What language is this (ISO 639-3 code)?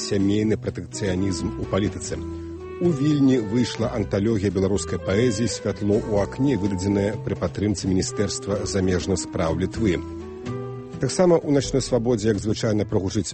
bel